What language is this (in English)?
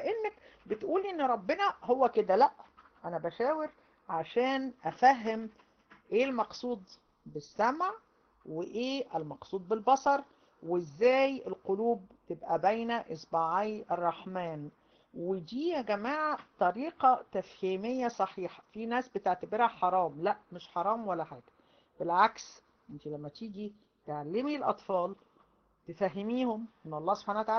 Egyptian Arabic